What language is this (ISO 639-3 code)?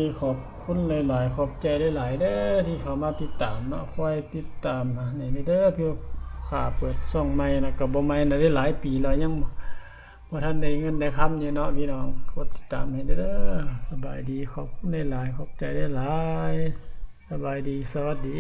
lao